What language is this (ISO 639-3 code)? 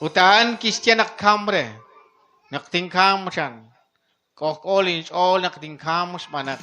kek